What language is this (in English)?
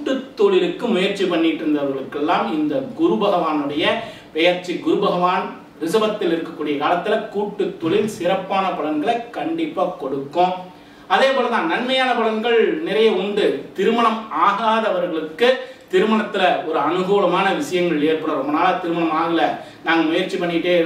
Tamil